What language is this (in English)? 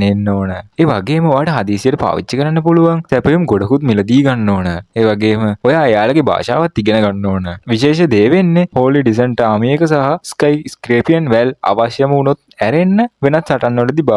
Sinhala